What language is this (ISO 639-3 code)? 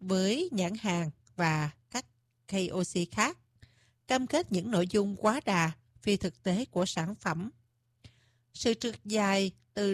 vie